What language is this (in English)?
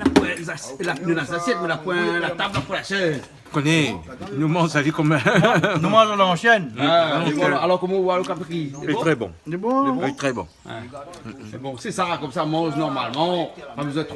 Réunion Creole French